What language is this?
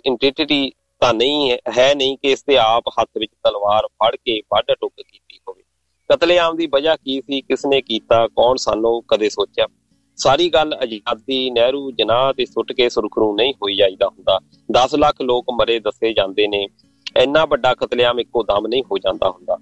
Punjabi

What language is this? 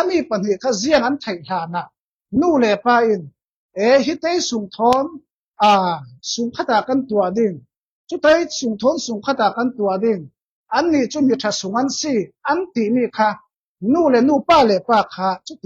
Falam Chin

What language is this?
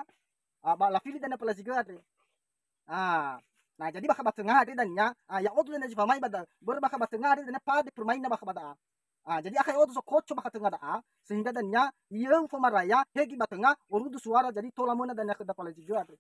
Nias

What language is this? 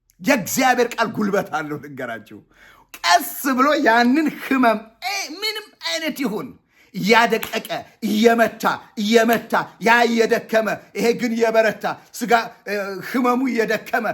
Amharic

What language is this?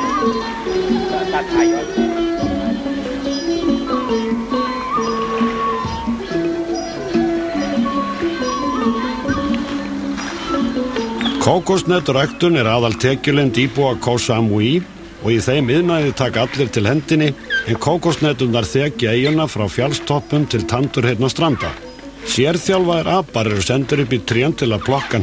Icelandic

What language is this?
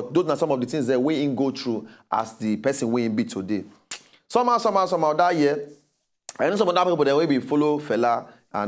Nigerian Pidgin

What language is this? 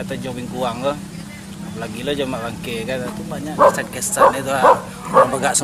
Minangkabau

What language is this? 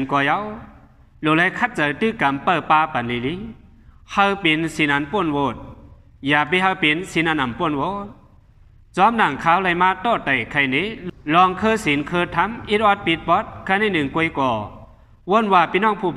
Shan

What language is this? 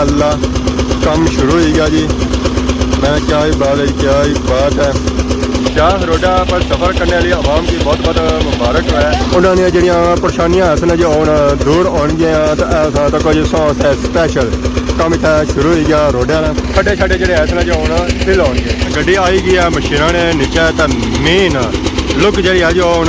Pahari-Potwari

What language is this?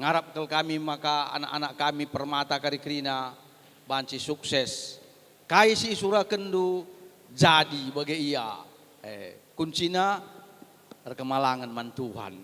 Batak Karo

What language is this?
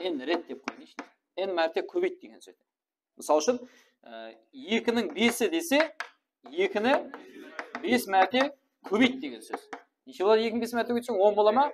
Kara-Kalpak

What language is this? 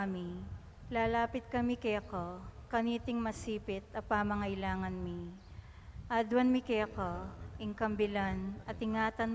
Pampanga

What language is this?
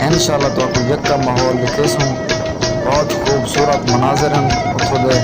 Saraiki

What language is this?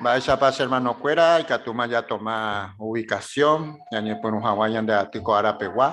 Guarani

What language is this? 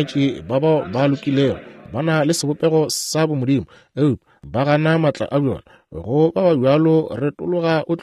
Northern Sotho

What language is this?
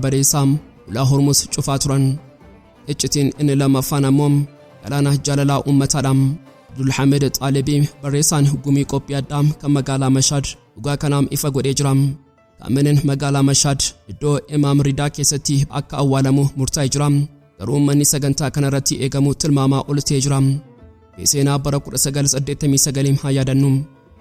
Oromo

